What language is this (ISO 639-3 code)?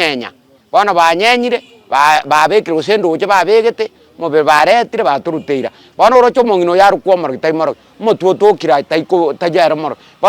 guz